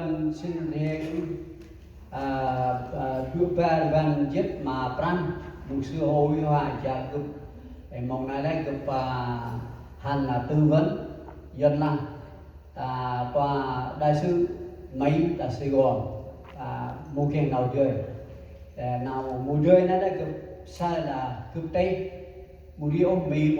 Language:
Central Mnong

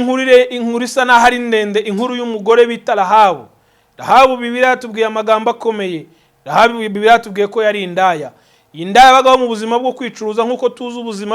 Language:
Kinyarwanda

